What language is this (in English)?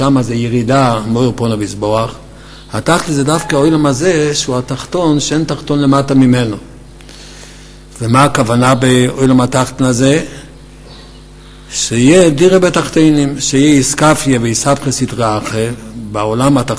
Hebrew